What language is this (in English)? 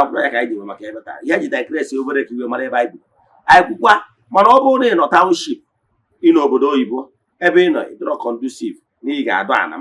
Igbo